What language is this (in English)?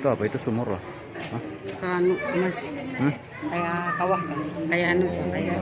Banjar